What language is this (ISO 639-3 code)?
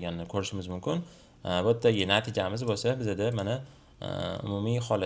uzb